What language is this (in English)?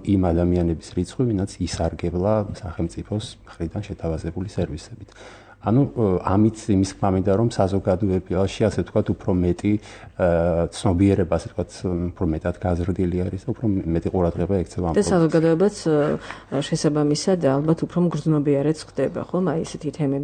Georgian